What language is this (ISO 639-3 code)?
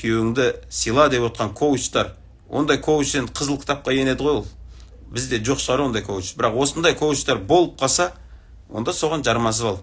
kaz